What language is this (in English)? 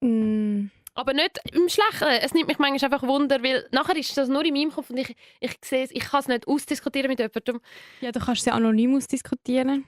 Swiss German